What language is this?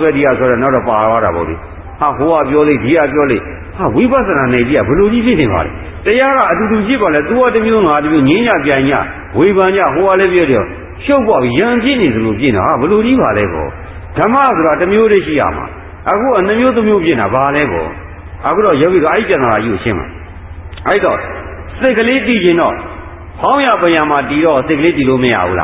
Burmese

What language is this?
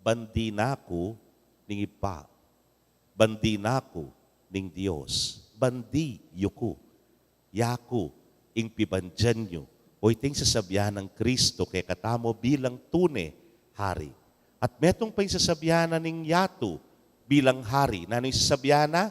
Pampanga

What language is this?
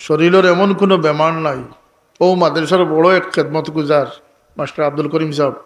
Sylheti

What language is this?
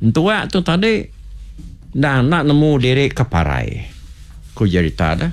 Iban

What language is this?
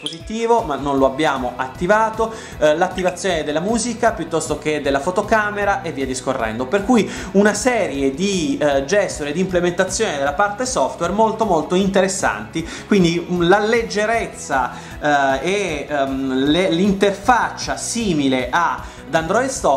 Italian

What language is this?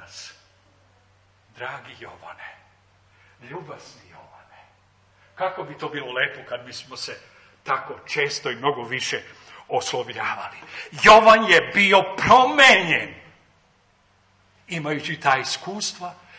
Serbian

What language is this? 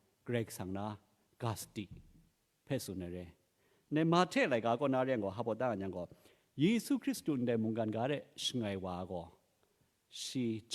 Kachin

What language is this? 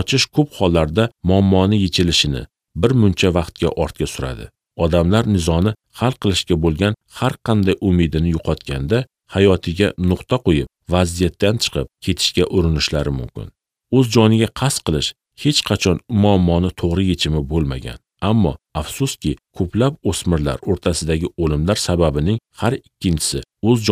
Uzbek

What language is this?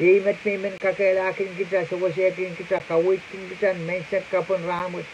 Pohnpeian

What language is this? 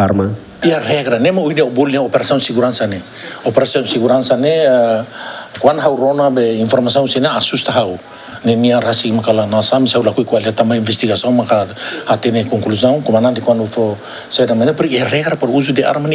Tetum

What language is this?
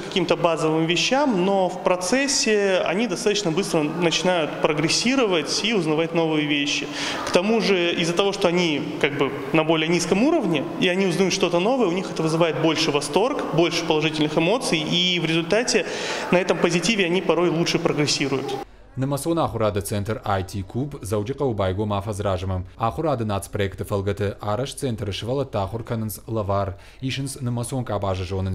Ossetic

